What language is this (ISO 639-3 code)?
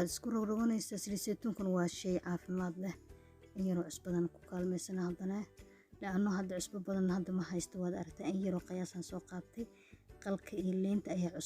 som